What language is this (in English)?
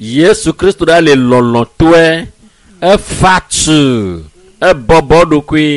Ewe